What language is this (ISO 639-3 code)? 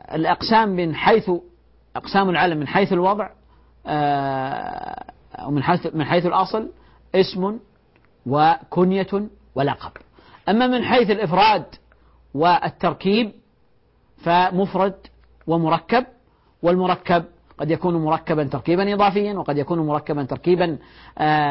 ara